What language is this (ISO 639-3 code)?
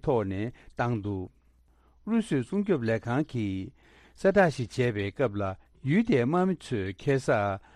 bod